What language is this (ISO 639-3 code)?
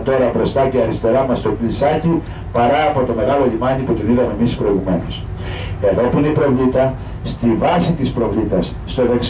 ell